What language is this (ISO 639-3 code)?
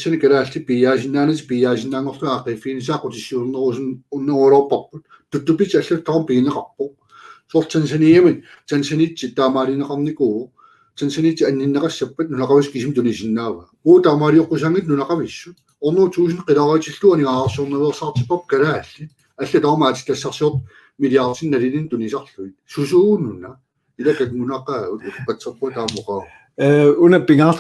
kal